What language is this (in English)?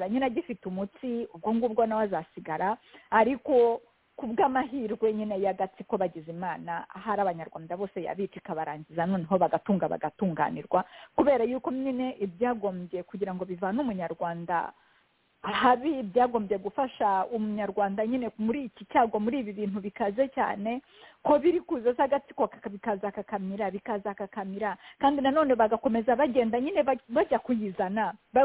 Kinyarwanda